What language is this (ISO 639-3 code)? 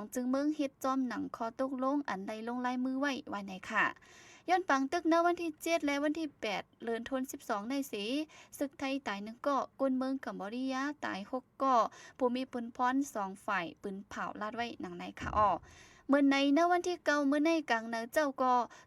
shn